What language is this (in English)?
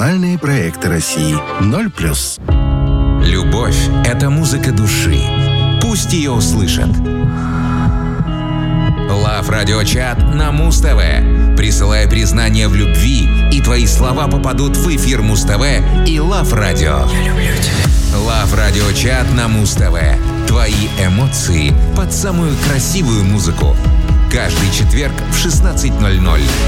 Russian